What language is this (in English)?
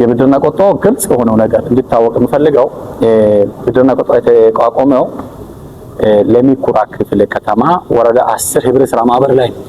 Amharic